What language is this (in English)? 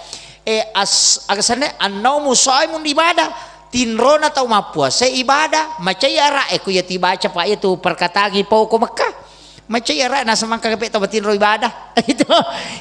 Buginese